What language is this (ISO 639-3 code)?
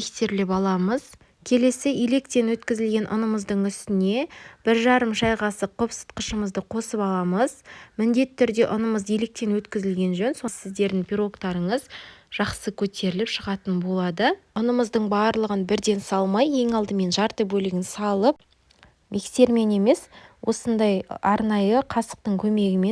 kaz